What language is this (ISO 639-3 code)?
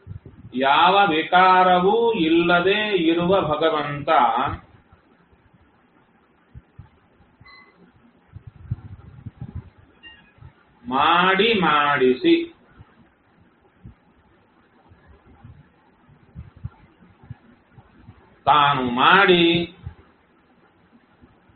kan